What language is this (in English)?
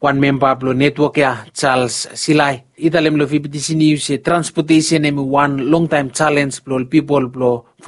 Bislama